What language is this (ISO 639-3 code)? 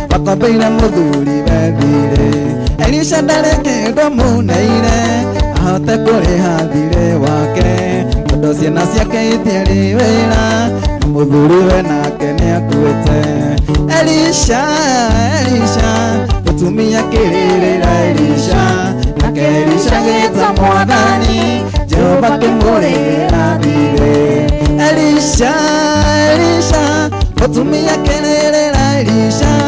kik